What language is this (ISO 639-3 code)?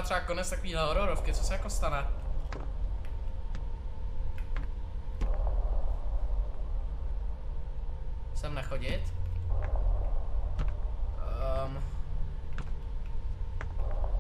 ces